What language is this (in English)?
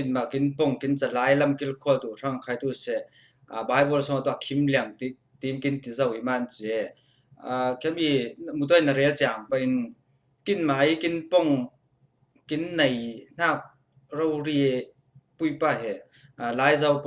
Falam Chin